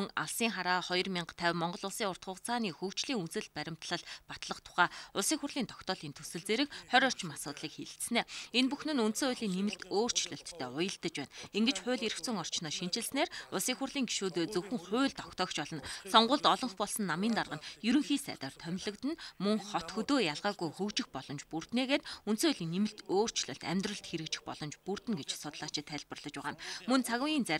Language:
Mongolian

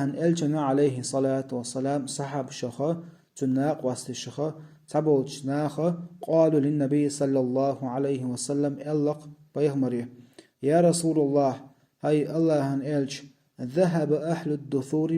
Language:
Chechen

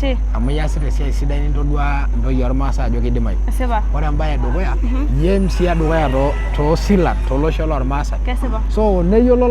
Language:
Masai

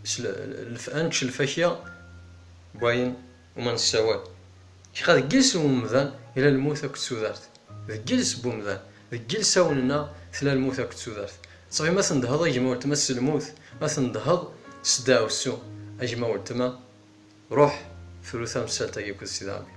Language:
Kabyle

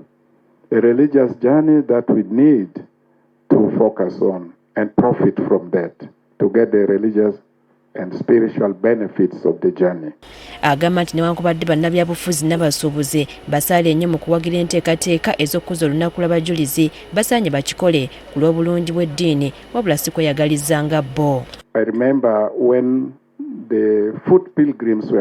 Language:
Ganda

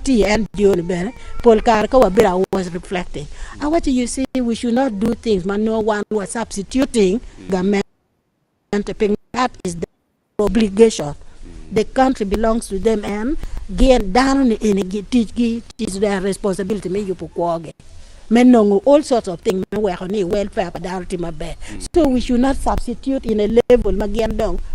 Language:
Acoli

